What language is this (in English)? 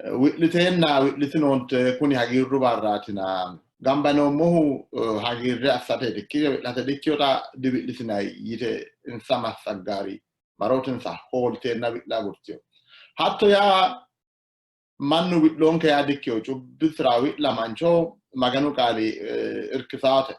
Sidamo